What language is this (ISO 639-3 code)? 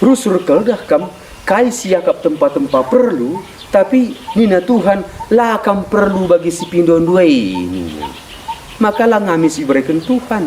btx